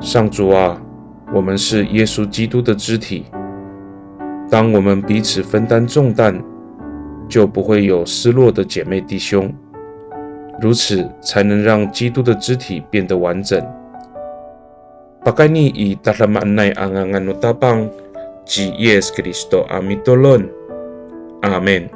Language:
Amis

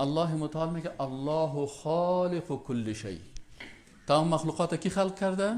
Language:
Persian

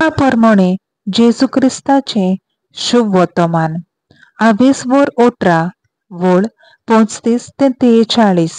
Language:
Konkani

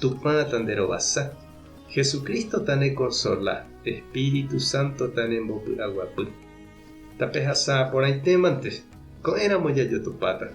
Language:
Guarani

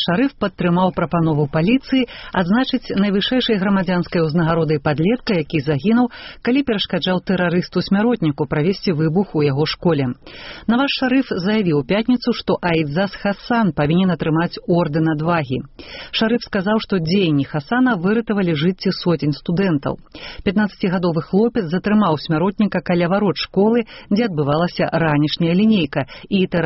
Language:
Belarusian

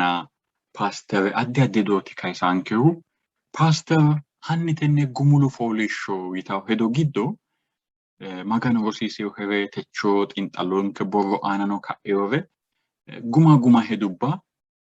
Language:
Sidamo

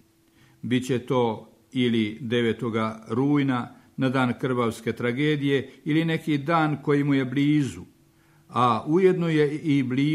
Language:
Croatian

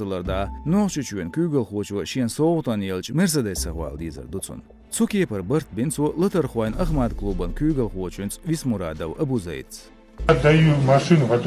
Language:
Chechen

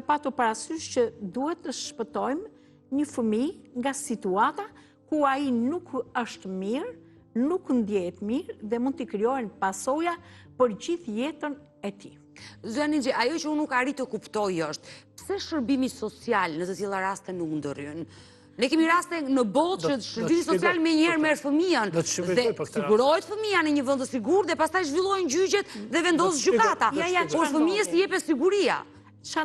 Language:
Albanian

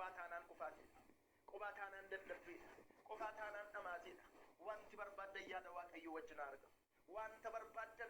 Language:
Oromo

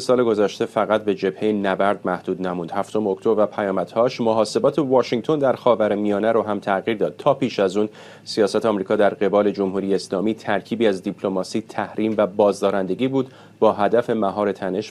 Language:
Persian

